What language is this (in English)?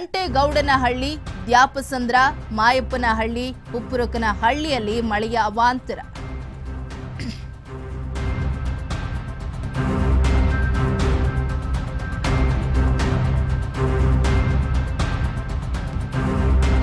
Kannada